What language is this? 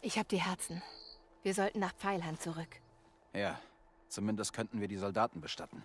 Bavarian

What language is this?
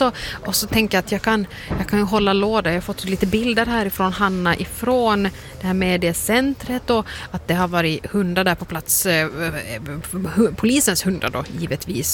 Swedish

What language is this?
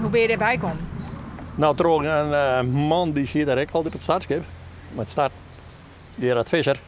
Western Frisian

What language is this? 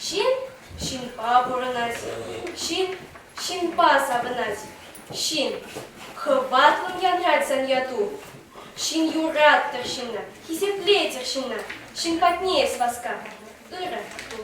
Chuvash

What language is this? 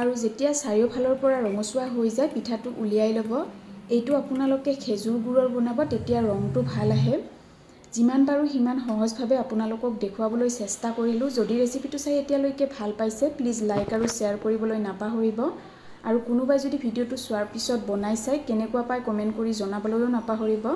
Assamese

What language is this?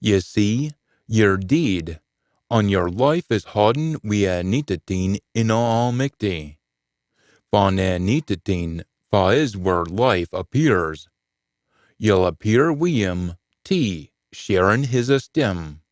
Scots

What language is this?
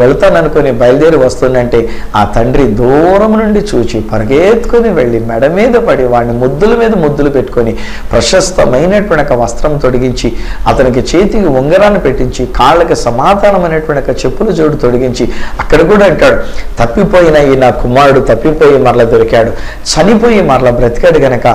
Telugu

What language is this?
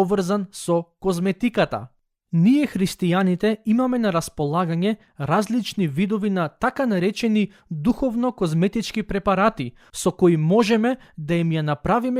Macedonian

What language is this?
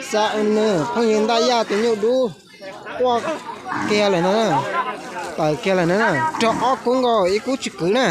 Hmong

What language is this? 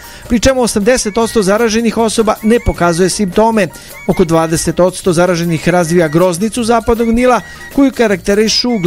Serbian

